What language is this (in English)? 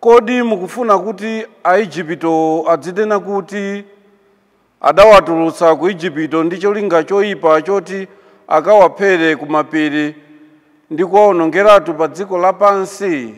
Nyanja